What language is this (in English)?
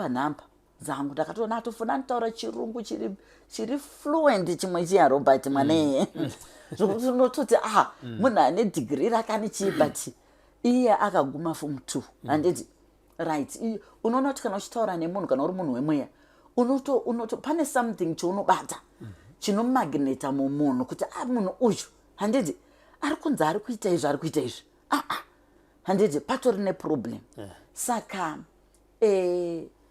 Shona